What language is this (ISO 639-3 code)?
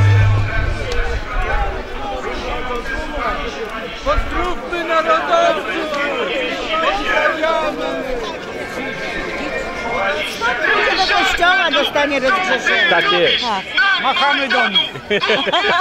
pol